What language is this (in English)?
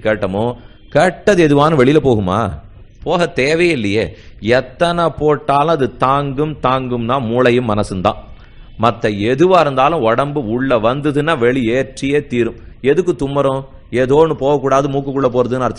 Tamil